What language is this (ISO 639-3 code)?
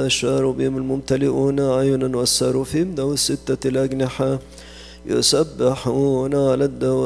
ara